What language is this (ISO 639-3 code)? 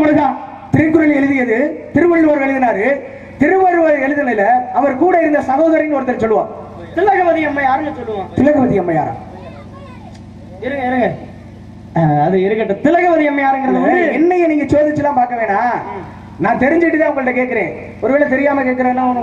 tam